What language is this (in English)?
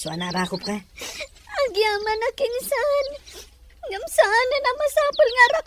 Iloko